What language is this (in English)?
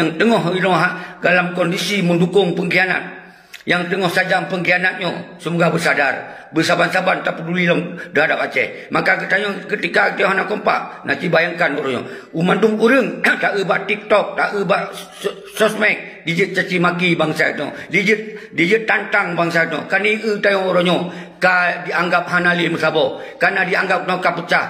Achinese